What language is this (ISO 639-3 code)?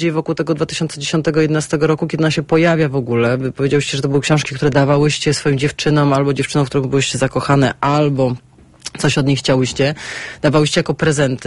pol